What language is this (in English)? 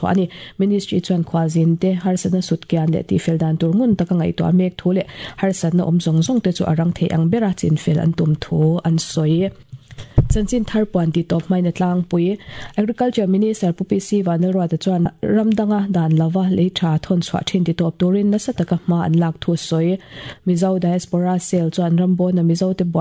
Mizo